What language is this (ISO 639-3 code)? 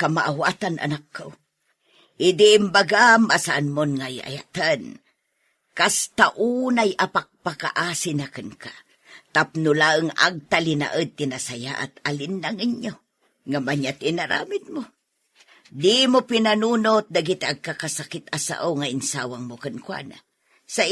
ilo